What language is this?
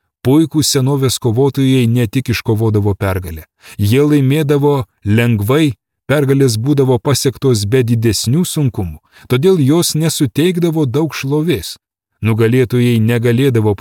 Lithuanian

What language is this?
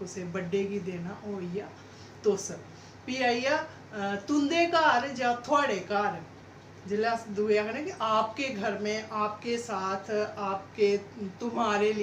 Dogri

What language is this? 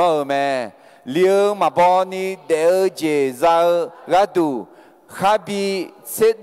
Akha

